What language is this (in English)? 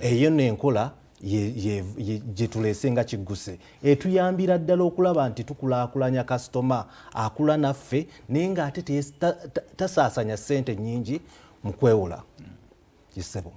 Ganda